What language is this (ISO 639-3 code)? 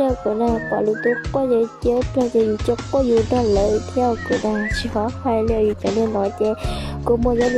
hmn